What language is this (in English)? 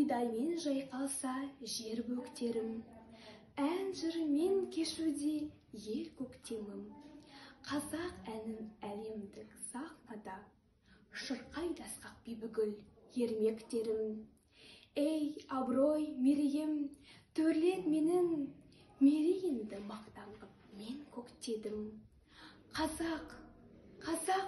Kazakh